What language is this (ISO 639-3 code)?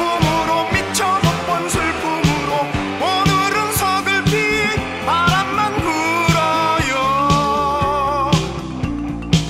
kor